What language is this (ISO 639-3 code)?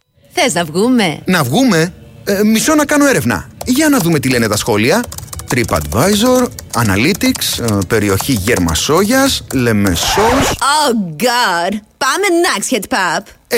ell